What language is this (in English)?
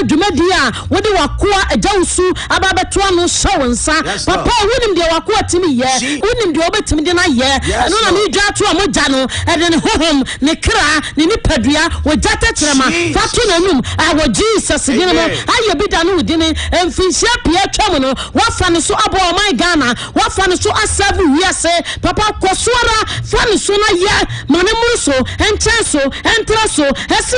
Akan